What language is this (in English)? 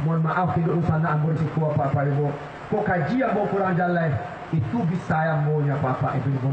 Minangkabau